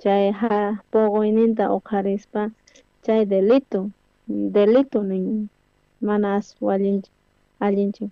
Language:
South Bolivian Quechua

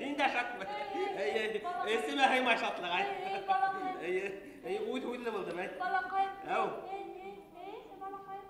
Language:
Bashkir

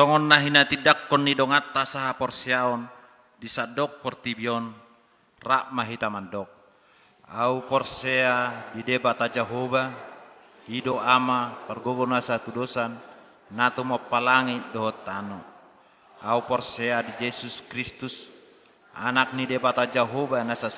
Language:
Batak Toba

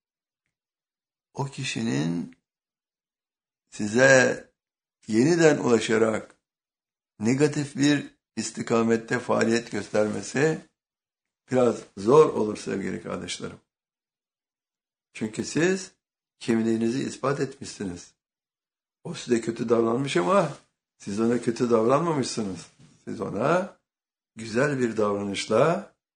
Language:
Turkish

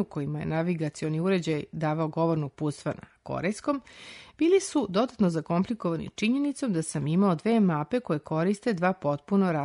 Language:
Serbian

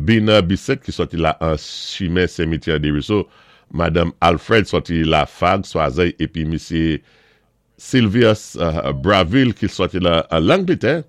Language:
Saint Lucian Creole French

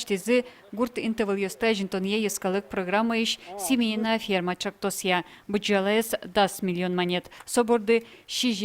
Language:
Udmurt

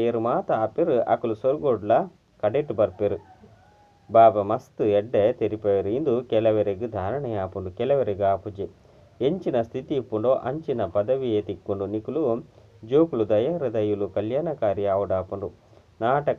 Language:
Tulu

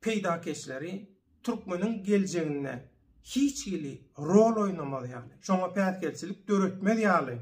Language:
Turkmen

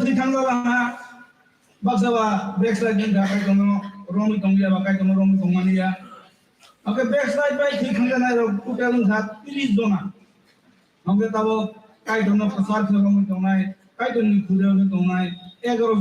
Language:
Kok Borok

